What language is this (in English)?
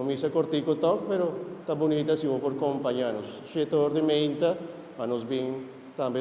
Papiamento